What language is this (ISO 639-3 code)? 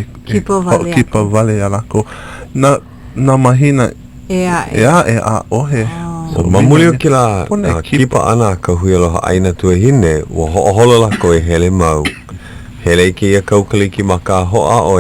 haw